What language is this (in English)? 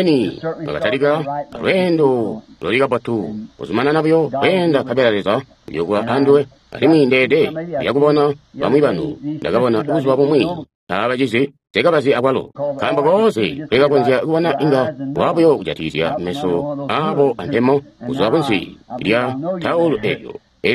Tonga (Zambia)